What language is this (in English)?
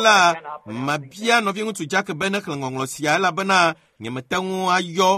Ewe